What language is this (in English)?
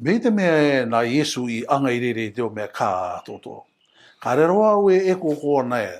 Rarotongan